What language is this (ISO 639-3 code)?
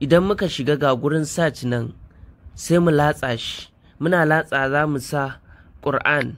hau